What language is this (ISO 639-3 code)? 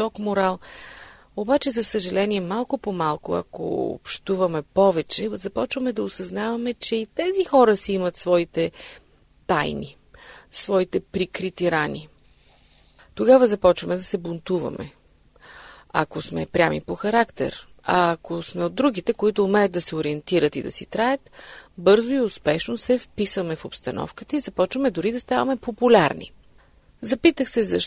bul